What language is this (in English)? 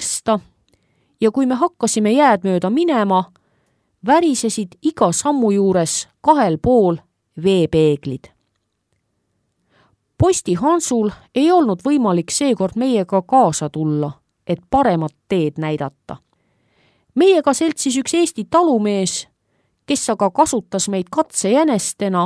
Estonian